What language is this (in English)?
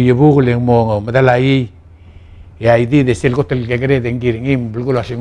Palauan